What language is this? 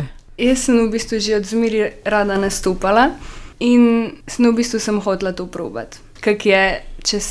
Slovenian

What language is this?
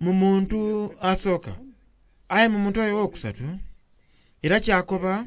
Soga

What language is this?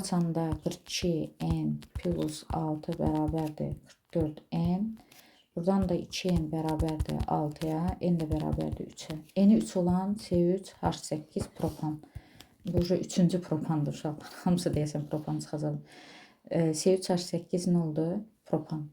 Azerbaijani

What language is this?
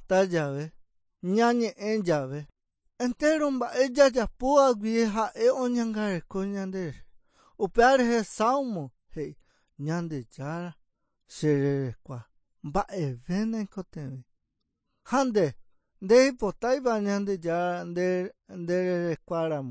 Guarani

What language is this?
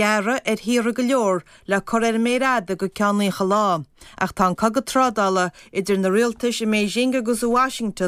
Irish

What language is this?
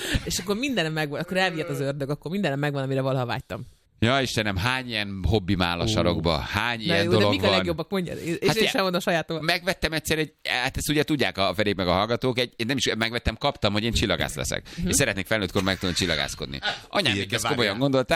Hungarian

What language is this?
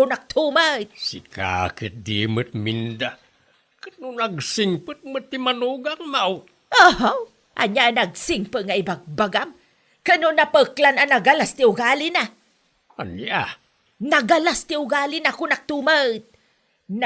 Iloko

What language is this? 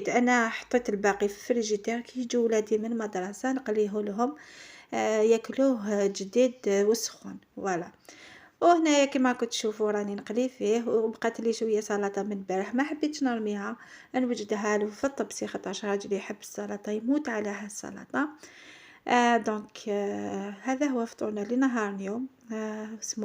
Algerian Arabic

